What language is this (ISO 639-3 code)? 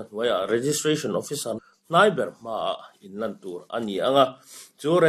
lus